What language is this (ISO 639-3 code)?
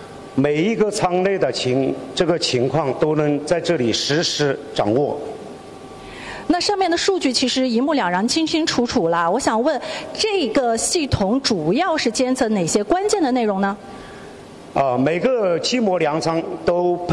zho